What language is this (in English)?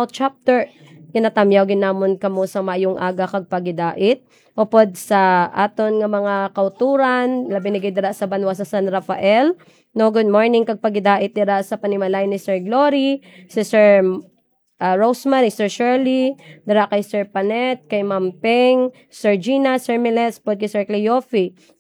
Hiligaynon